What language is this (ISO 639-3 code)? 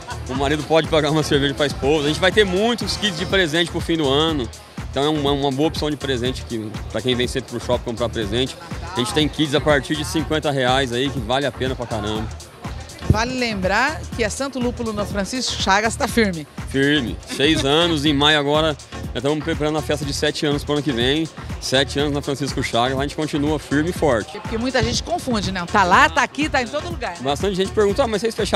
por